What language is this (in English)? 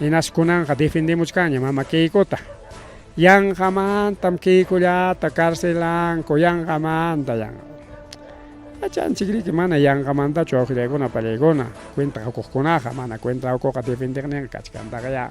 Ayacucho Quechua